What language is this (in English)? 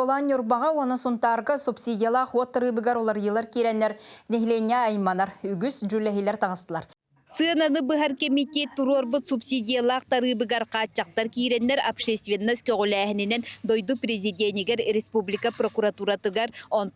Yakut